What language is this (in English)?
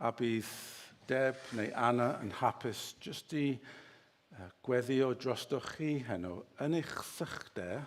Welsh